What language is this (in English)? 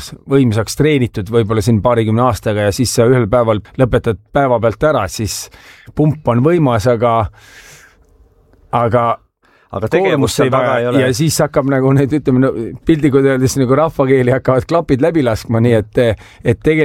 Estonian